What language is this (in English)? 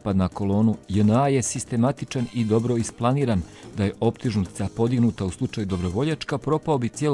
Bosnian